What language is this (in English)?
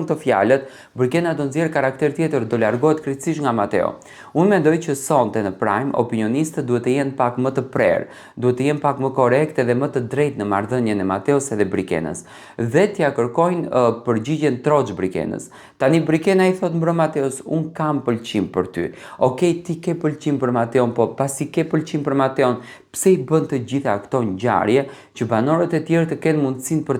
Albanian